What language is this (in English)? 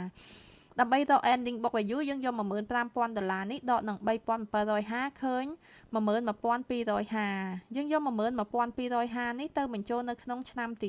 Khmer